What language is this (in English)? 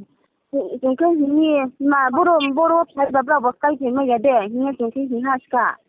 Riang (India)